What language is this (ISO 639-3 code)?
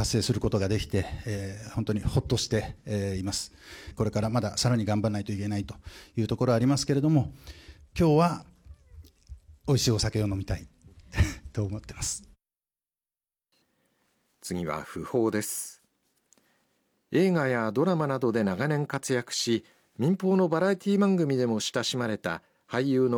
jpn